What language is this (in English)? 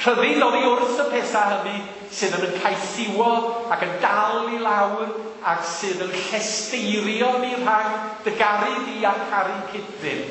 Welsh